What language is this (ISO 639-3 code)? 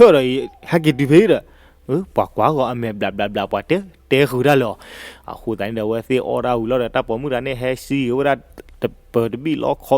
ksw